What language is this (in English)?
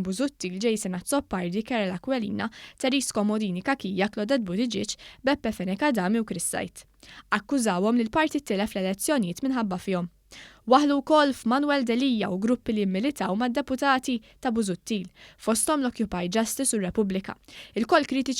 Maltese